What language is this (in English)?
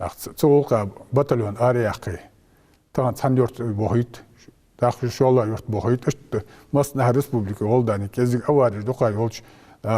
Ingush